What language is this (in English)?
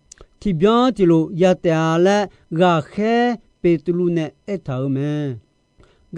Akha